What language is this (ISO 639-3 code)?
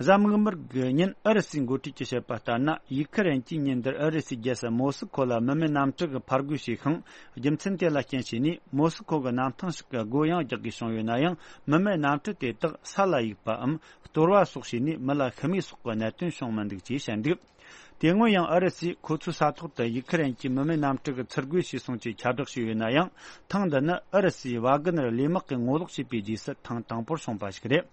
bod